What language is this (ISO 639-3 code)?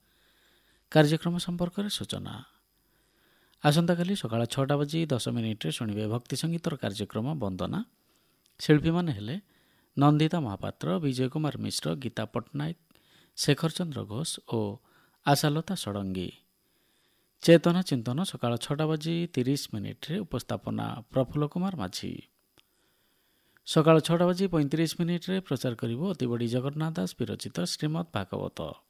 ori